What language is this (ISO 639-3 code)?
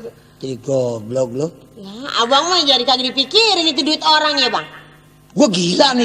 bew